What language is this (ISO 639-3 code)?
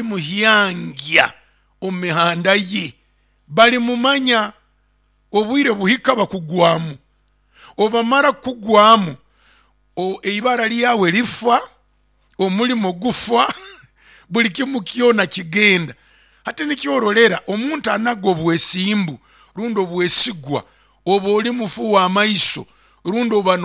nyo